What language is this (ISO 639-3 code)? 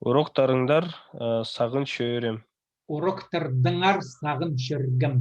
kjh